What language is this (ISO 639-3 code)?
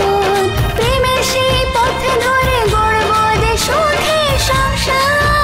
ben